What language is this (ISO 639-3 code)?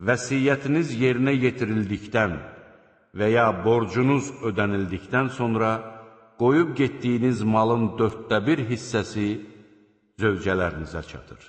aze